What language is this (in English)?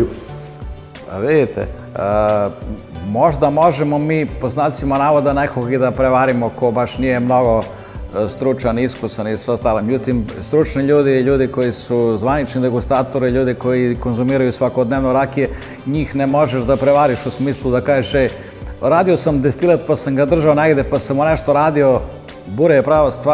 Serbian